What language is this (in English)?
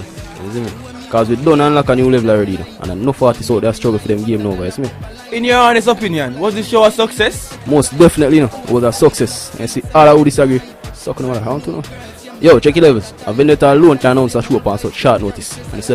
Jamaican Creole English